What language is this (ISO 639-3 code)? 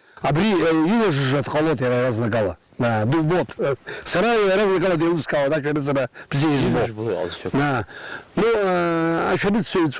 abk